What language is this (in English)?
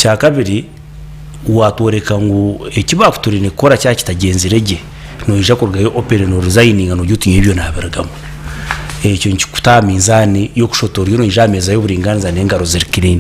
Nyankole